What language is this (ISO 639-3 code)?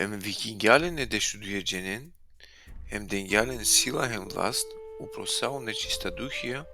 rmn